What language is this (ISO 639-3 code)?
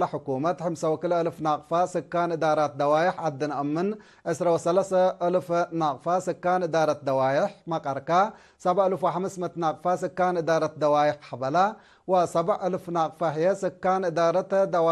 tig